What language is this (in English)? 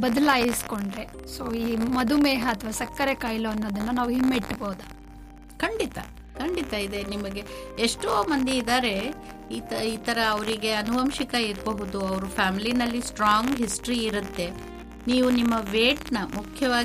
Kannada